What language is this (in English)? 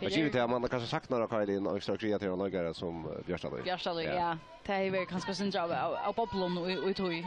Faroese